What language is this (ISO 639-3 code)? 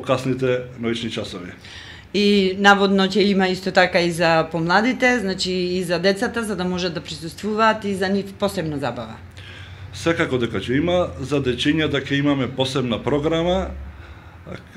mkd